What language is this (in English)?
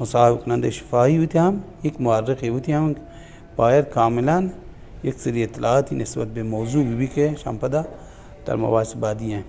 Baluchi